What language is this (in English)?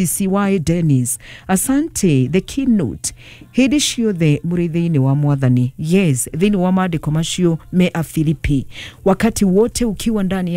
Kikuyu